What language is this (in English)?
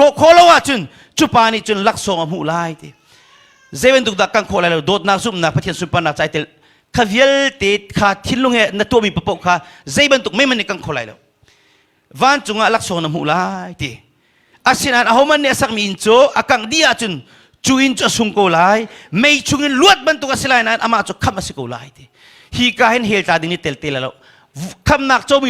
Hakha Chin